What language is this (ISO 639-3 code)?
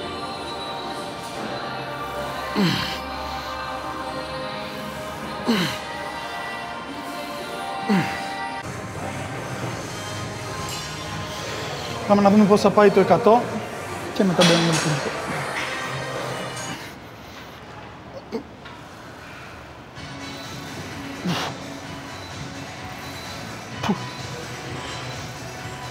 ell